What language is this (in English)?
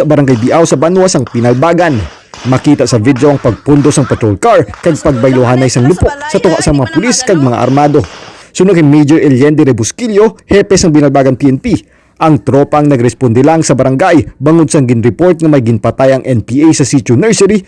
Hiligaynon